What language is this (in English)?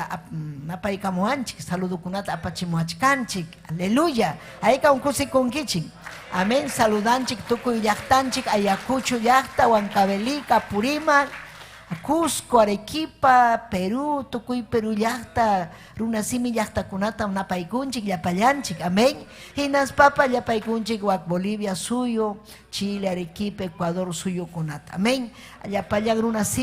Ayacucho Quechua